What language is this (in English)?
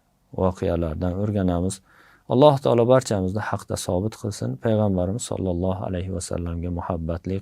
Uzbek